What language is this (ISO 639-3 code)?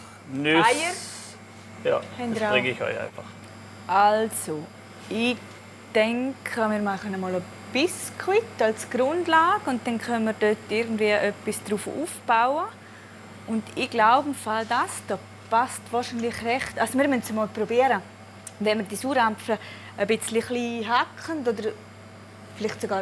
gsw